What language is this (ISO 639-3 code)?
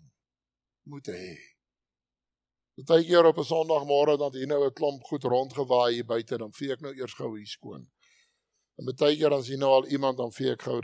afr